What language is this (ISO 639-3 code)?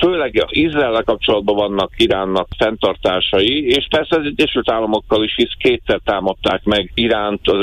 hun